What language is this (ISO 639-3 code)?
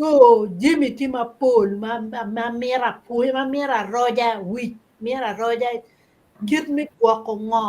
ach